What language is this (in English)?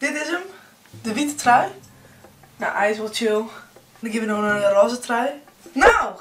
Western Frisian